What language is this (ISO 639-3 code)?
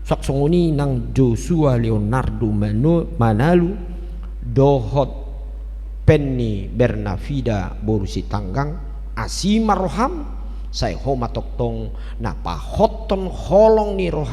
bbc